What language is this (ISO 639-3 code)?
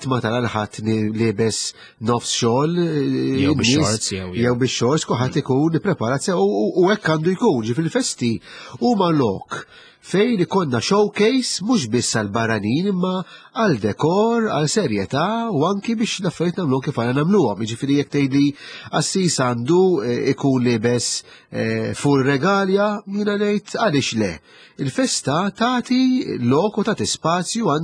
mlt